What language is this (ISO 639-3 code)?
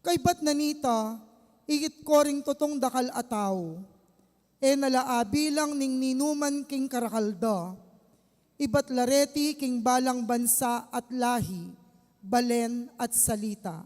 pam